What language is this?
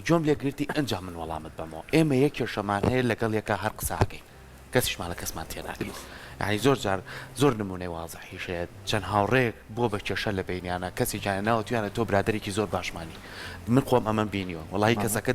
Central Kurdish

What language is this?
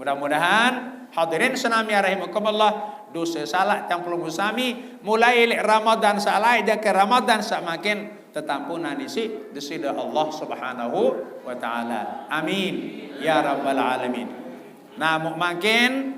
Sasak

